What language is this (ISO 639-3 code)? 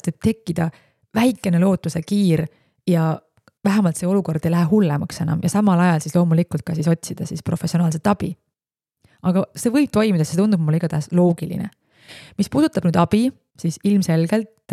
est